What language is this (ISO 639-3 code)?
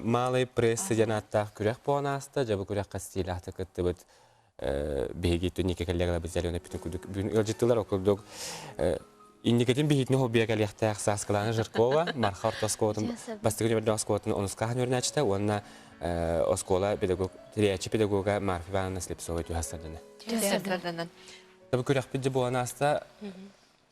sah